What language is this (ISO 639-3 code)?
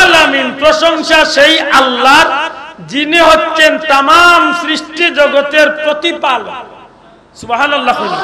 syl